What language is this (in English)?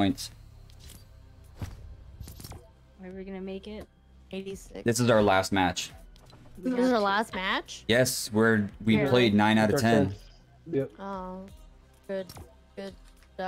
English